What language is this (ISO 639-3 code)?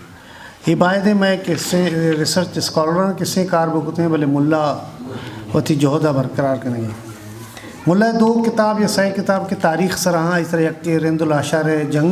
bgp